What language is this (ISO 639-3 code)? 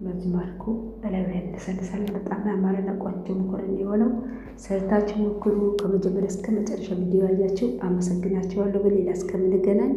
amh